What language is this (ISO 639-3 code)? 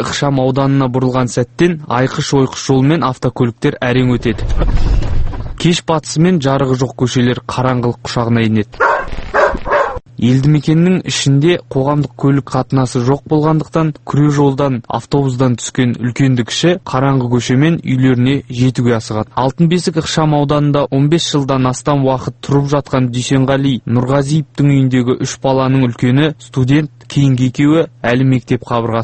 kaz